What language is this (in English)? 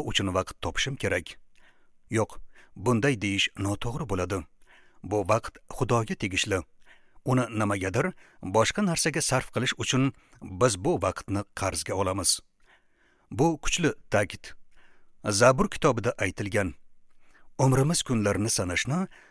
Uzbek